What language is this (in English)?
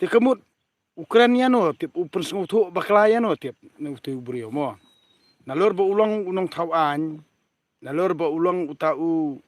Khasi